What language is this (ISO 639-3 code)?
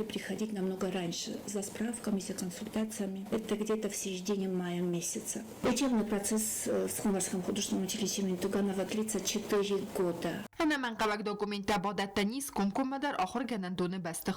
oss